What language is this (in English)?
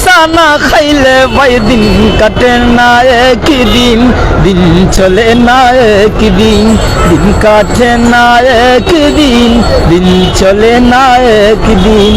Sylheti